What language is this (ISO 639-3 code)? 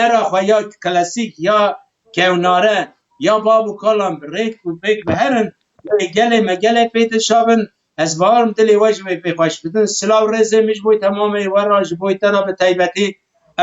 kur